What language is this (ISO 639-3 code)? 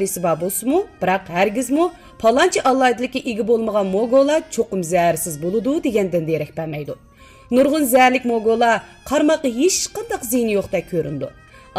uig